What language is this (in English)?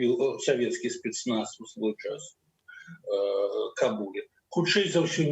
Belarusian